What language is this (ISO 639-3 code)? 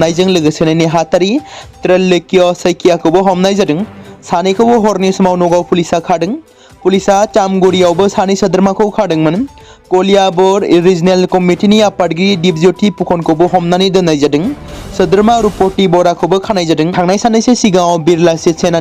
brx